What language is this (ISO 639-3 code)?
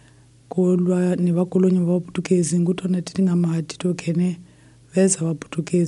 tso